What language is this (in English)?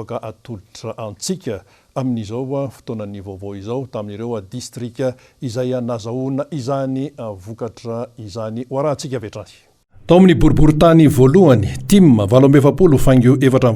Malagasy